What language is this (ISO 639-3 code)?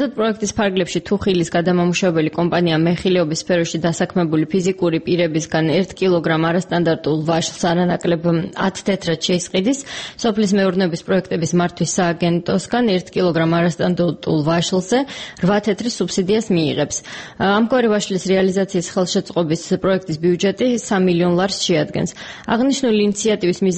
kat